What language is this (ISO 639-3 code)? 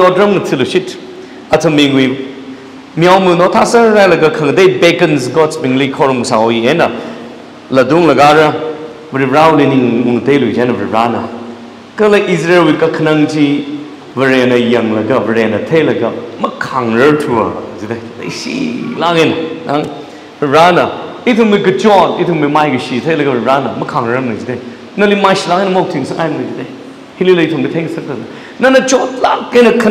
nmf